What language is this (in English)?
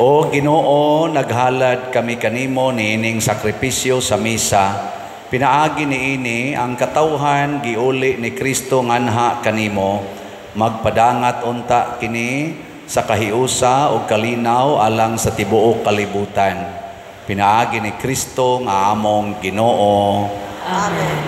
Cebuano